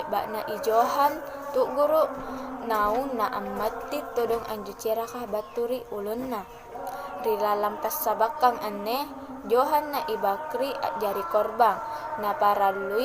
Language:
Makasar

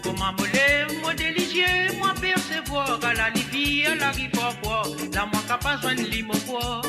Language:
Morisyen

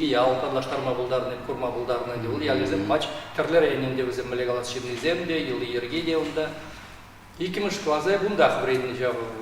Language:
Chuvash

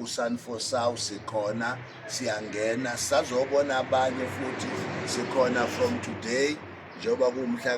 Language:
Zulu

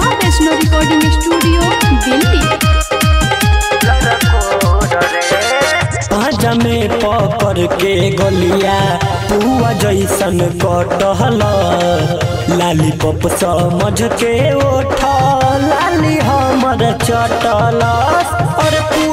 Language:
Bhojpuri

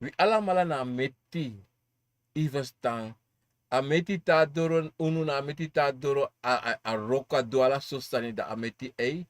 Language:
Sranan Tongo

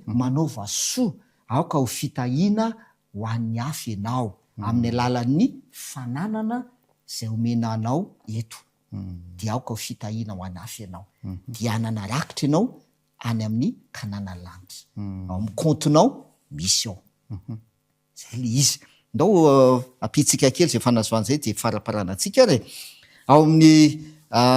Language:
Malagasy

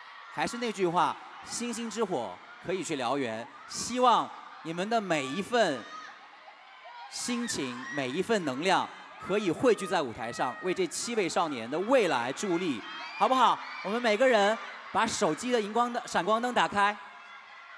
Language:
Chinese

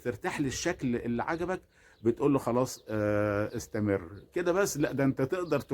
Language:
Egyptian Arabic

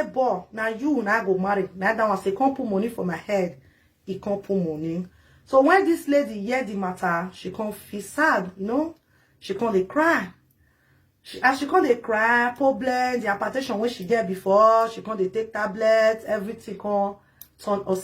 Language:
Nigerian Pidgin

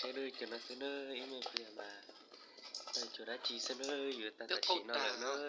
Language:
Hmong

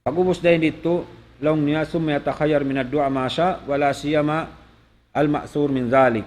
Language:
Tausug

